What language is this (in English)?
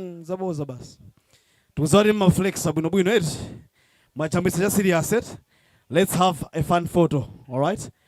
Nyanja